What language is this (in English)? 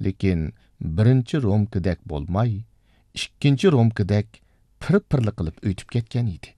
Uyghur